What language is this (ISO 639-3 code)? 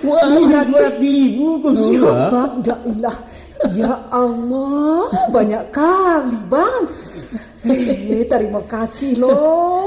min